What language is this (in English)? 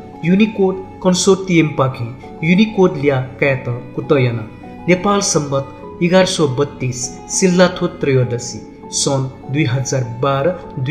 Newari